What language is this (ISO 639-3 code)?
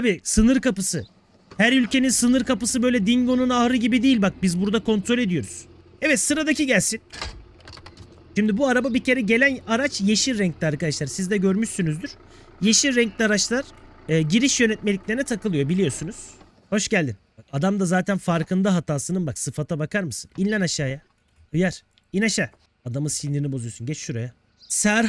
tur